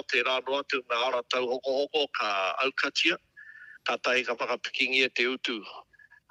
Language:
Māori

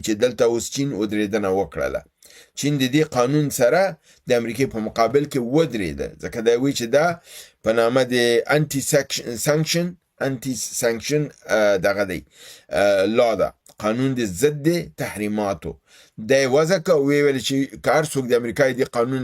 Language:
Pashto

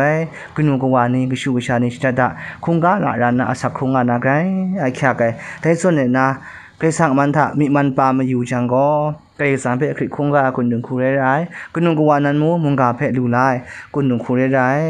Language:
Kachin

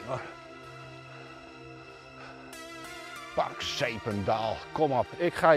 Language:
Dutch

